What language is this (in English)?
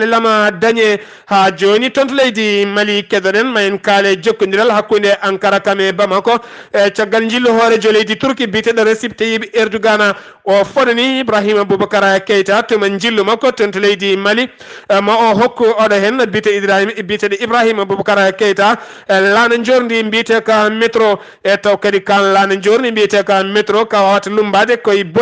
Fula